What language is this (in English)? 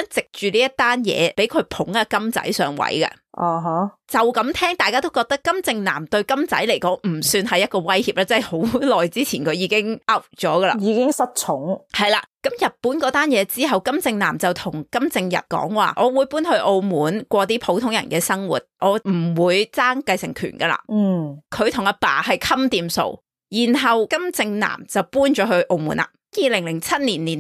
Cantonese